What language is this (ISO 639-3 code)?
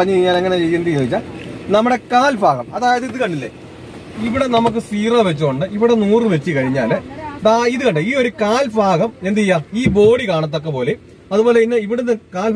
mal